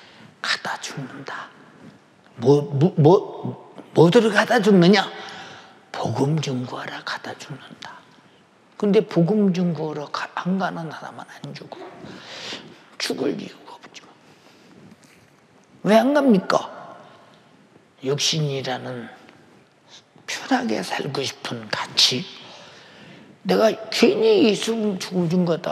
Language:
Korean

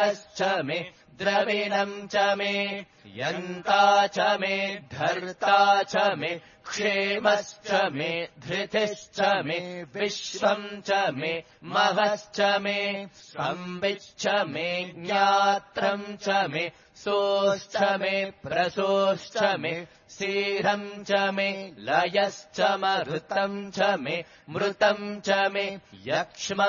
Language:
Sanskrit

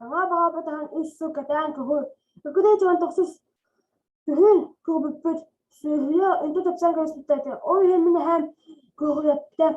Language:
Yakut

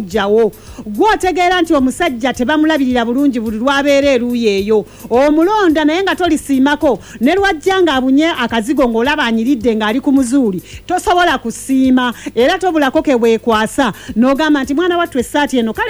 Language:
Ganda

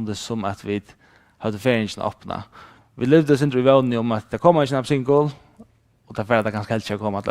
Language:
Faroese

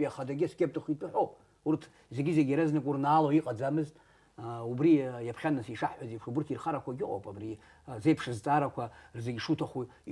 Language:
Abkhazian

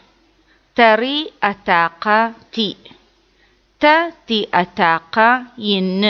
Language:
Adyghe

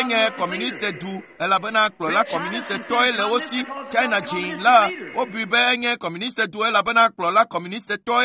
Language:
Ewe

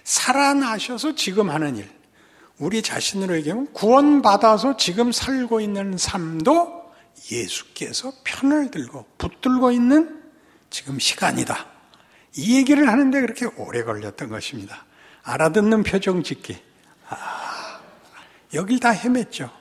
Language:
Korean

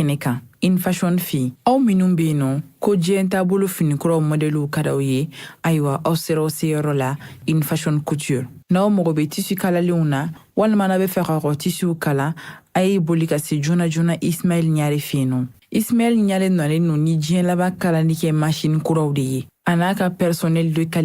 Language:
Bambara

